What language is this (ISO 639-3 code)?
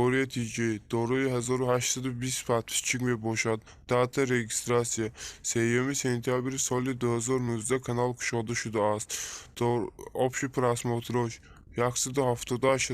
tgk